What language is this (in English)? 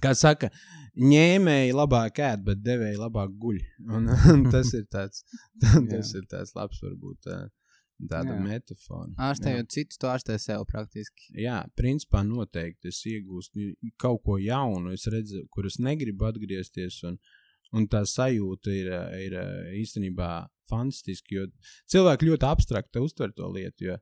Latvian